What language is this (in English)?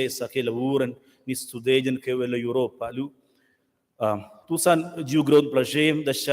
Romansh